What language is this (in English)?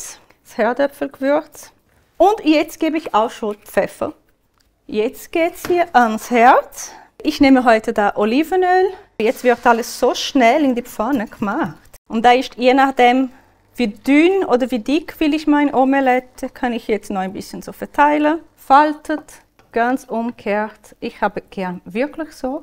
Swiss German